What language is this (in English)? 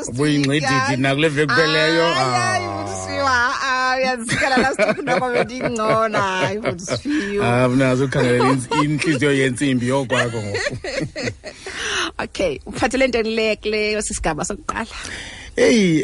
Xhosa